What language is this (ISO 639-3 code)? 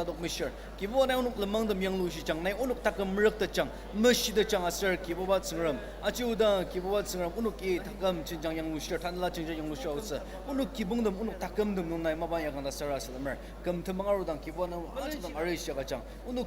njo